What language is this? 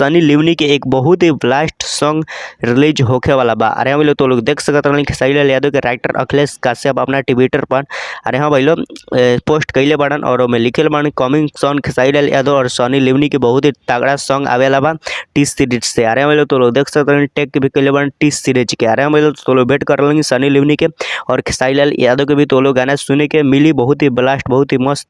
Bhojpuri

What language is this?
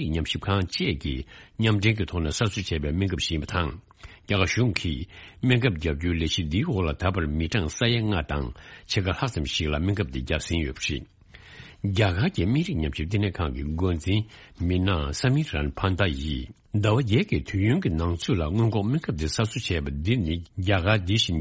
Tibetan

